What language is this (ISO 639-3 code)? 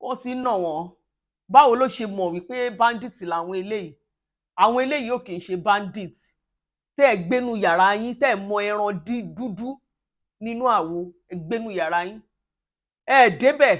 yor